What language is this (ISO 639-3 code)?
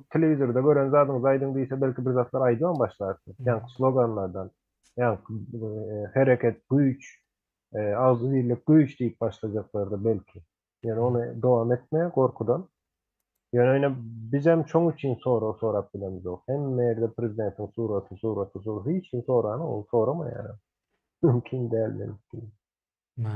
tuk